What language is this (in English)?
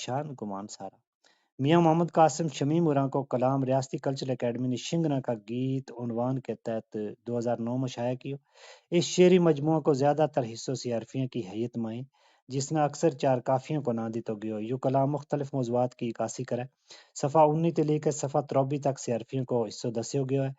Gujari